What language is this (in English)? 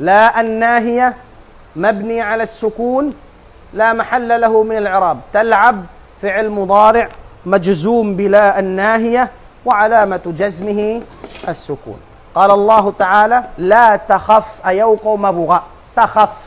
Tausug